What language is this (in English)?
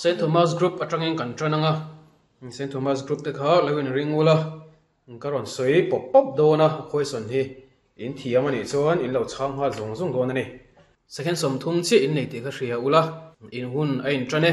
Mizo